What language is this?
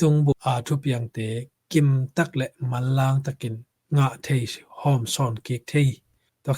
Tedim Chin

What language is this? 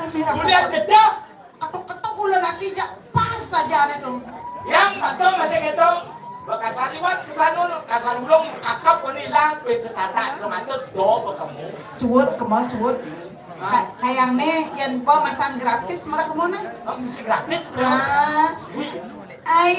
Balinese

